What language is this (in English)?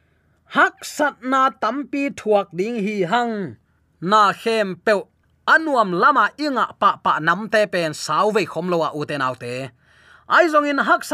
Tedim Chin